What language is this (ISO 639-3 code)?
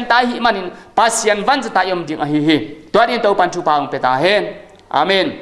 ctd